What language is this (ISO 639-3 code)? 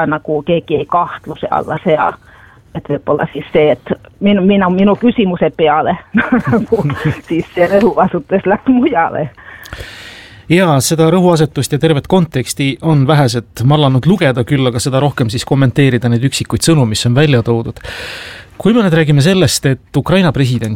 est